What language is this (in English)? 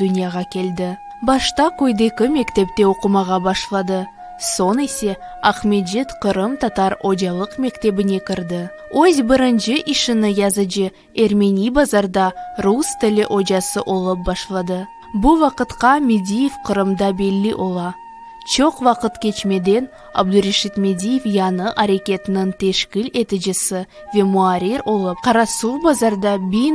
Crimean Tatar